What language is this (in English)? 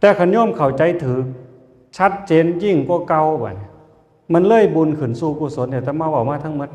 Northeastern Thai